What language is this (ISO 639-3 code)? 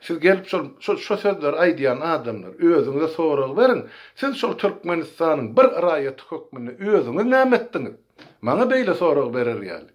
tuk